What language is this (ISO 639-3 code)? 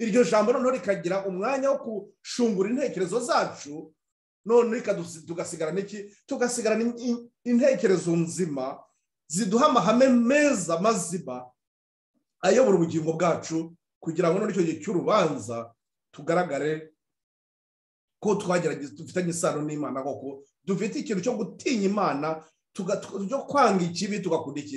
kin